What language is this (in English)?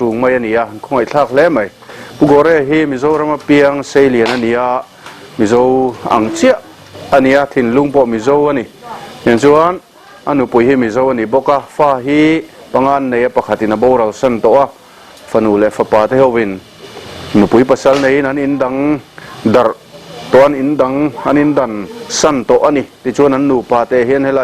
Mizo